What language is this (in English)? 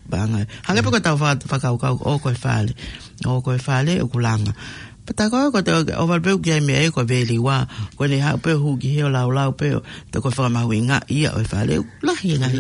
Tongan